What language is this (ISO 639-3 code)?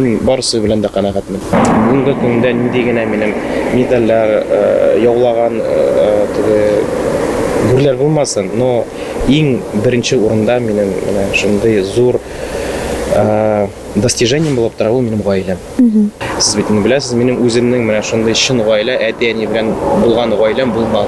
tat